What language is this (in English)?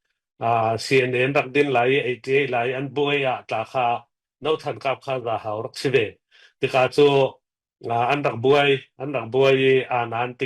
Falam Chin